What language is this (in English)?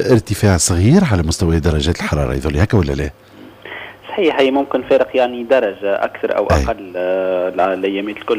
Tunisian Arabic